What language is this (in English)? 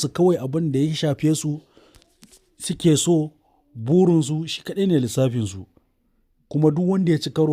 Hausa